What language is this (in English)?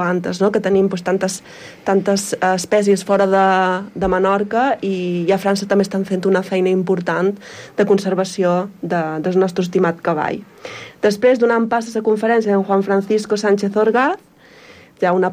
Catalan